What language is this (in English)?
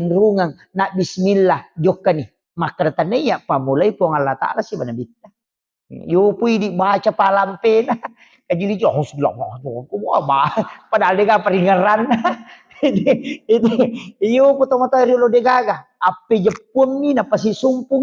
Buginese